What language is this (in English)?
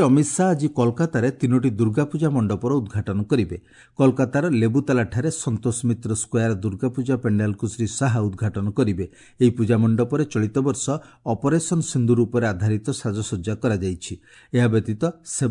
Odia